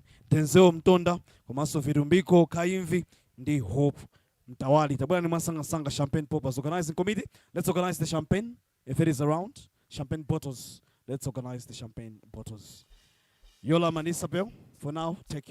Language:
Nyanja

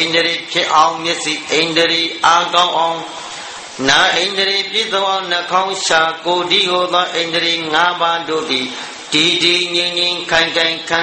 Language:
Burmese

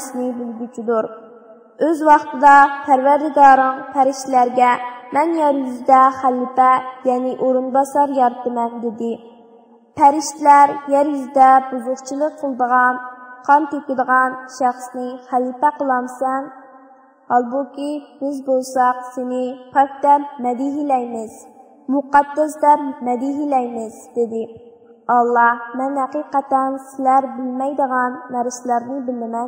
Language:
Uyghur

